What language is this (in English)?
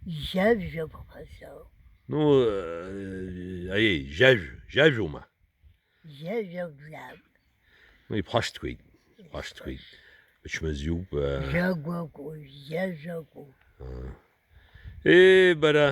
Abkhazian